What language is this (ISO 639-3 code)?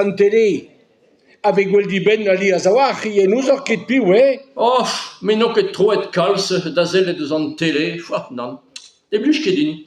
bre